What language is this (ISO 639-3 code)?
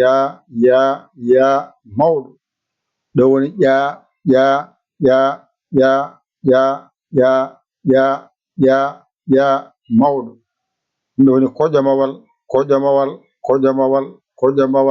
ful